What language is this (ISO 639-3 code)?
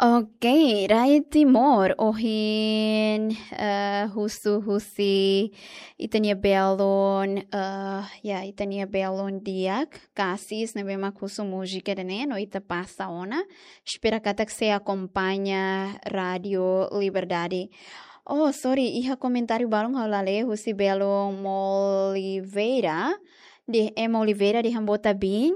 tet